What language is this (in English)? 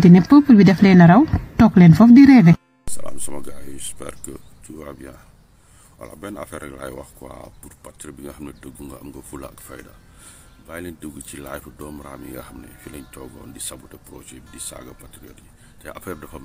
Wolof